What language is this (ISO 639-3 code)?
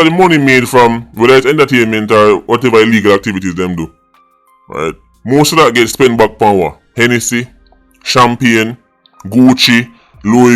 jam